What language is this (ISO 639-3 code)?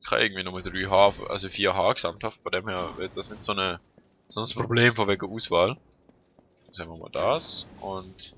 gsw